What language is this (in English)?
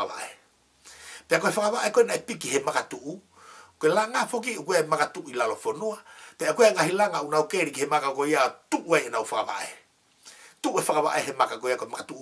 Tongan